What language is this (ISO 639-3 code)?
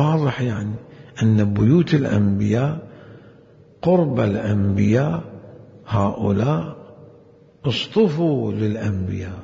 acm